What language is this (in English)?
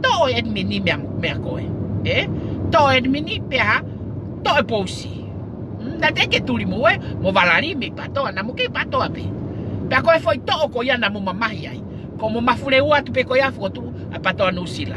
Tongan